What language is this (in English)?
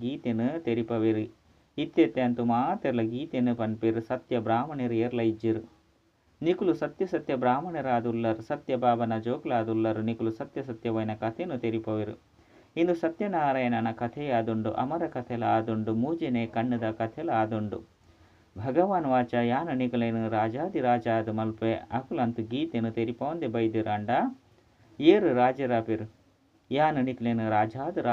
Tulu